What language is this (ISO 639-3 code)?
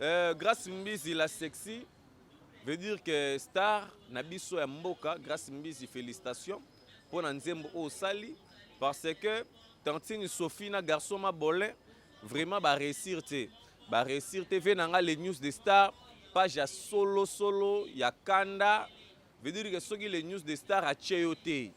lin